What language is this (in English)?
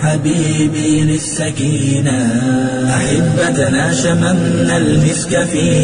Somali